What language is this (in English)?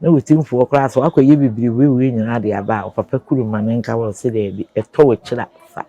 Akan